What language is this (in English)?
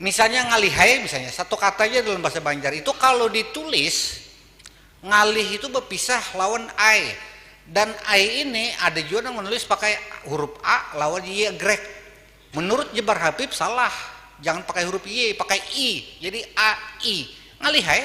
Banjar